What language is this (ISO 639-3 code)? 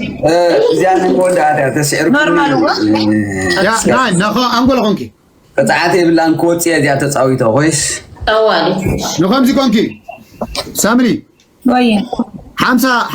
tir